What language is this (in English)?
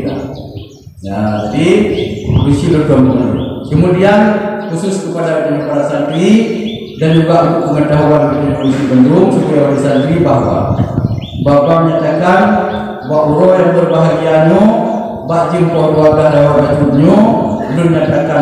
Achinese